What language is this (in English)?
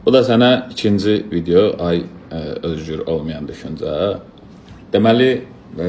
Azerbaijani